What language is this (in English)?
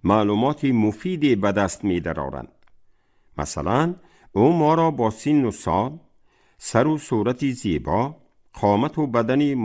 Tajik